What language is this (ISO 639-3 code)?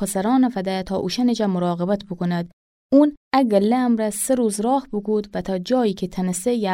glk